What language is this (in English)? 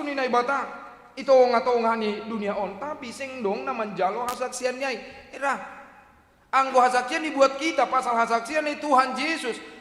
Batak Simalungun